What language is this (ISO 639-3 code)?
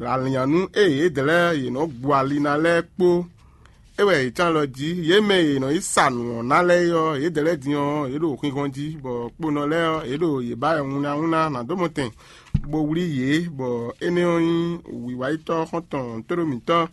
fon